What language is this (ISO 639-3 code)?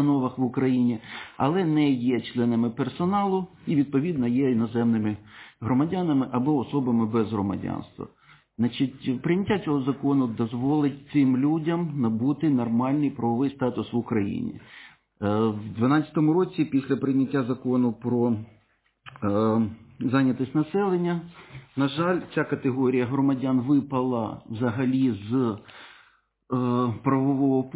ukr